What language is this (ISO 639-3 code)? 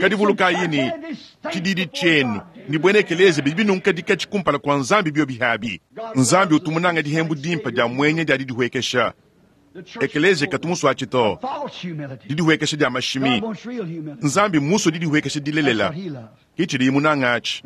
lua